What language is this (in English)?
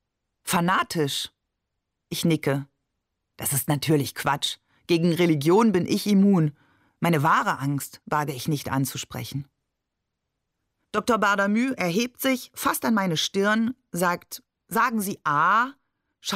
German